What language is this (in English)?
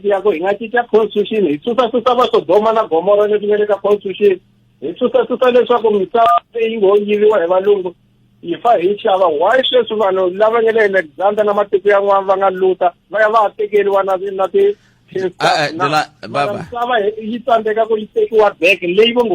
Tsonga